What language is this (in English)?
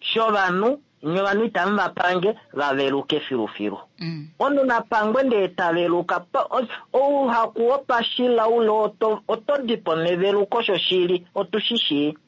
Kuanyama